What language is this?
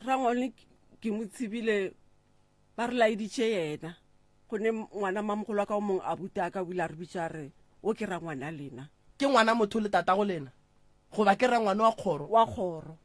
Northern Sotho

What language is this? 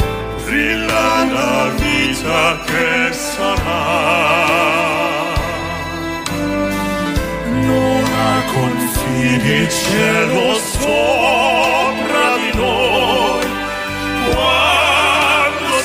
Italian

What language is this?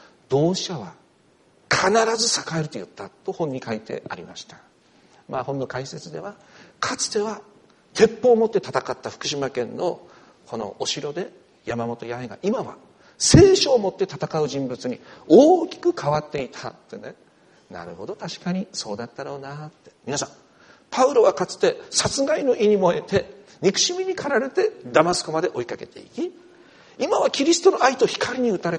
Japanese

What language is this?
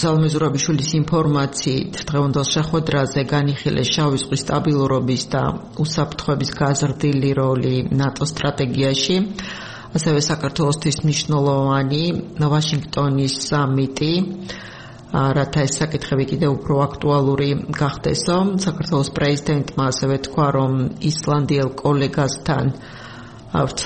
Georgian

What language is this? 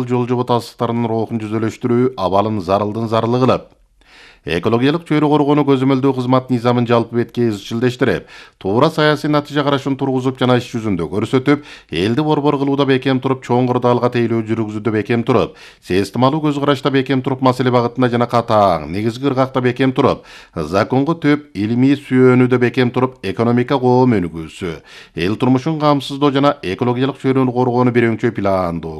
Kyrgyz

